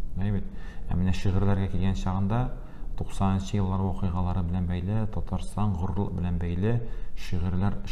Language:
Tatar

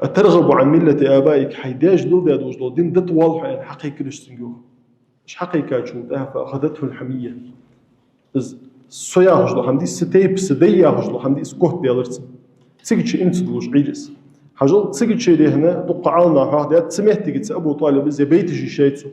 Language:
Ingush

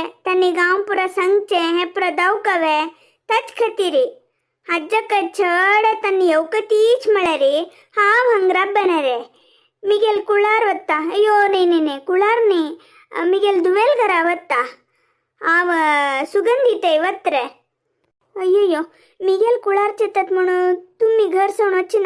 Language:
Konkani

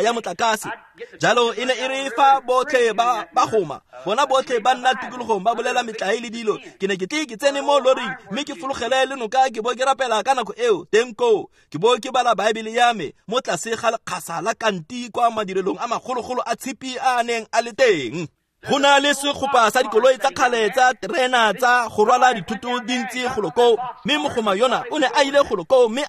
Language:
Tswana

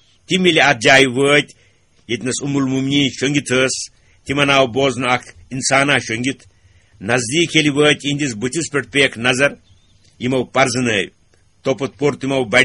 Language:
Kashmiri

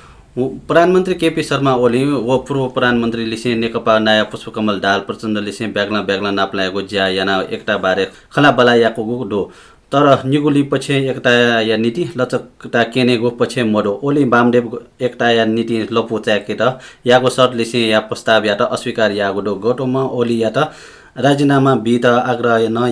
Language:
Newari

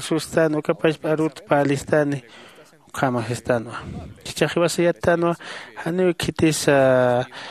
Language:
Aymara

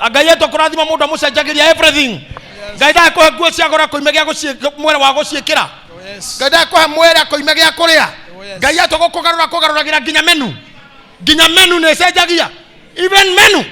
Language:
Kikuyu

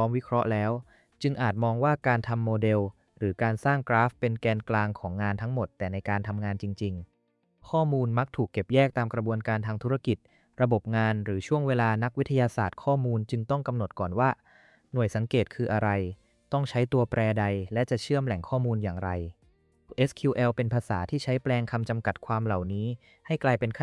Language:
Thai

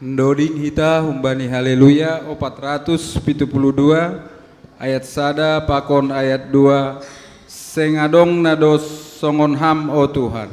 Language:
Batak Simalungun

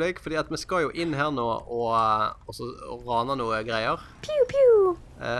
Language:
Norwegian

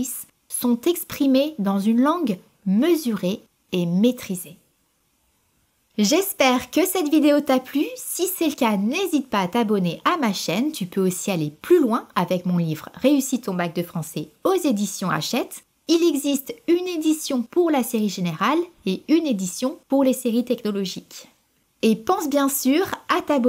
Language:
French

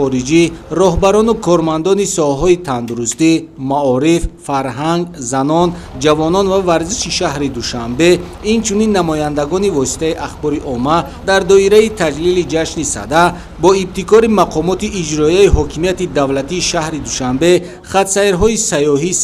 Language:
Tajik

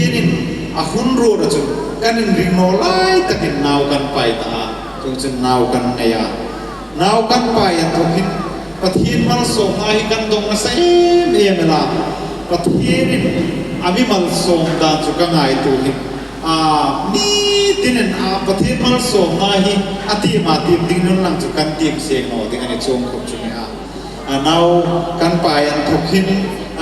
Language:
Hmar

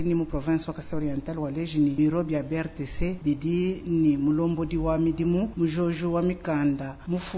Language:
Luba-Lulua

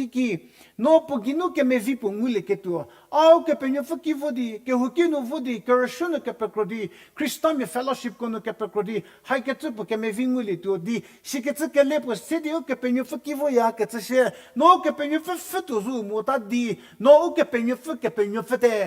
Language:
Angami Naga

